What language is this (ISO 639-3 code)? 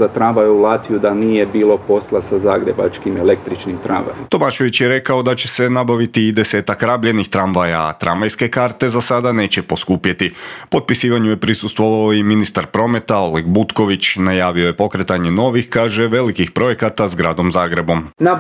hrv